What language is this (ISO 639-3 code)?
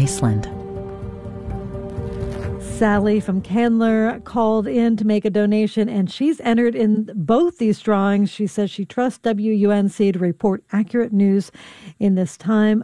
eng